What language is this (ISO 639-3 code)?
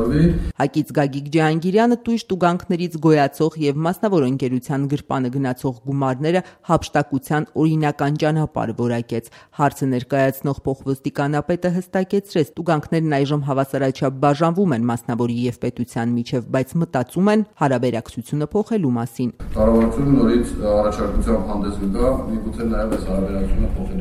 hye